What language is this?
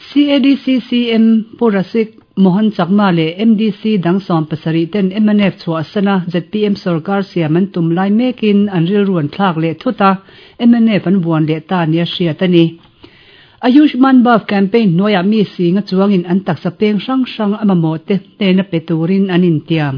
Mizo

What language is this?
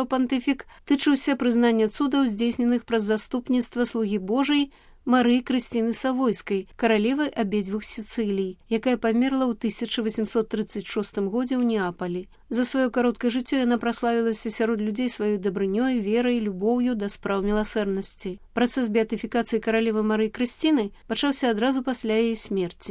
Belarusian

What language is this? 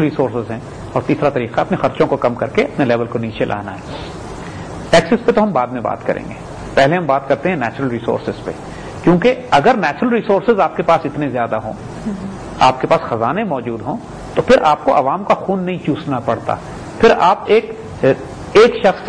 Urdu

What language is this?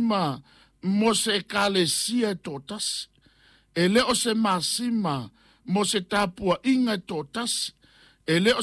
Samoan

